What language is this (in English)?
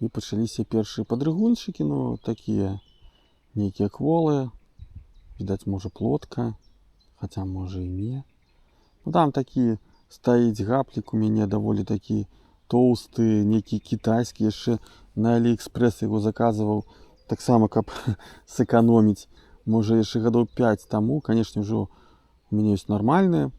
Belarusian